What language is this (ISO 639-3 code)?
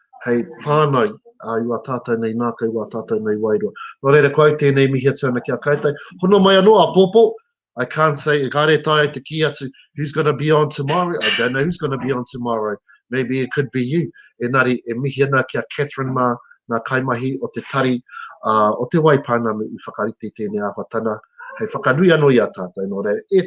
mri